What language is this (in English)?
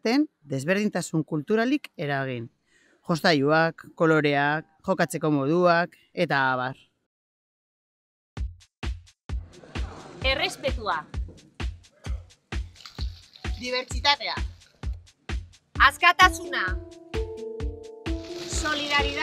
Basque